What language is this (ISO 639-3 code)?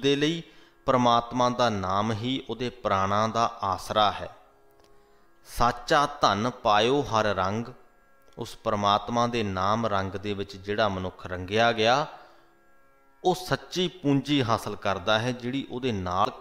pan